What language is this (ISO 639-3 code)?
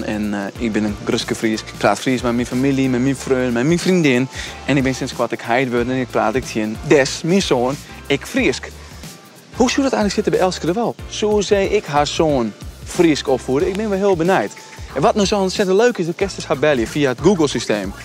fry